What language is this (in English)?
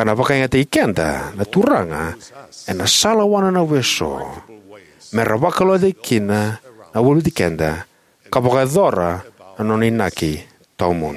Fijian